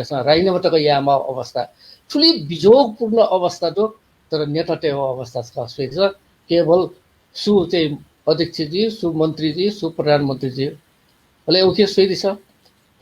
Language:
Newari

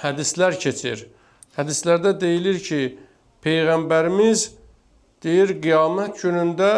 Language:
Azerbaijani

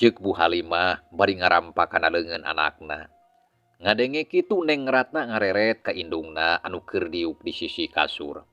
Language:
Sundanese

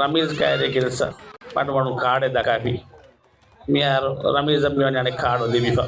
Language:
Divehi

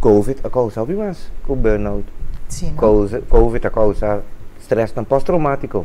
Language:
Papiamento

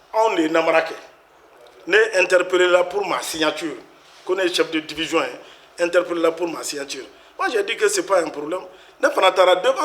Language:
Bambara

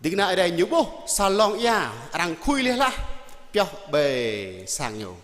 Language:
Jarai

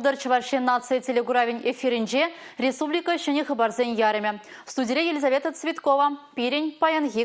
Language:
Chuvash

